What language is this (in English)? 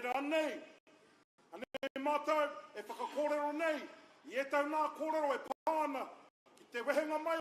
Māori